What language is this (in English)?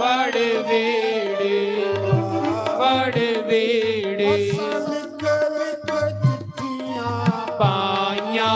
Dogri